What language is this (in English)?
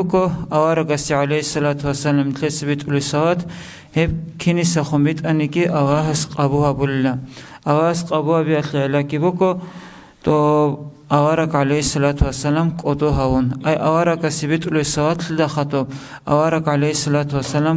Avaric